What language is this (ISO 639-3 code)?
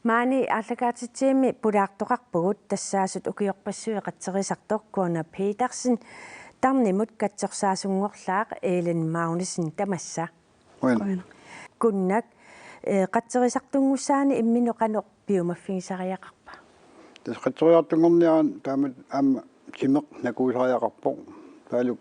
kal